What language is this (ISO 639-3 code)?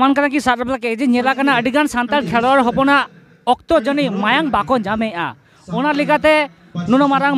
sat